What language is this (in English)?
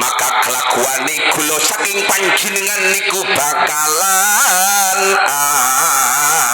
Madurese